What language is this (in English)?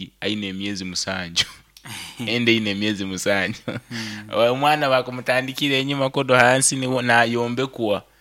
Nyankole